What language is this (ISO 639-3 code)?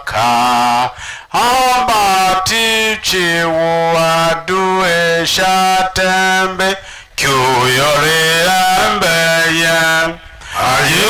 tiv